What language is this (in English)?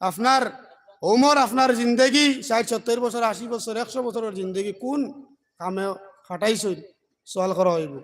Sylheti